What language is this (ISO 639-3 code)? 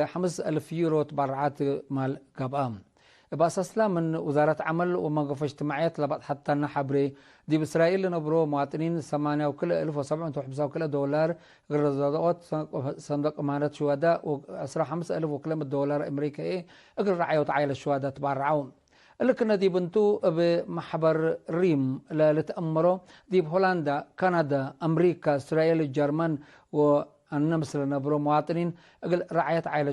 tig